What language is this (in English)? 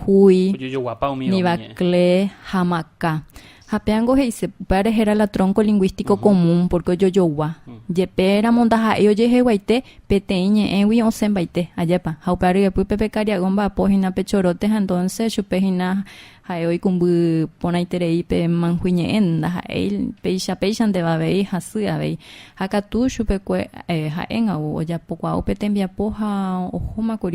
Guarani